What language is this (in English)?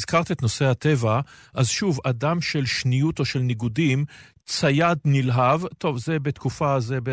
Hebrew